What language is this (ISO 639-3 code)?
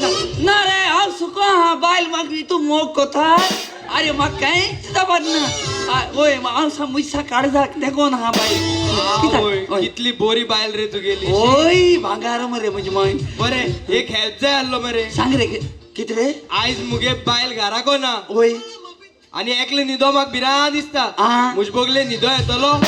kok